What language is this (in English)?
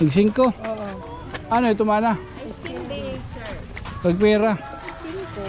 Waray